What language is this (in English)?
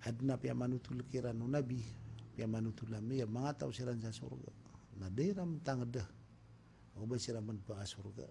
Maranao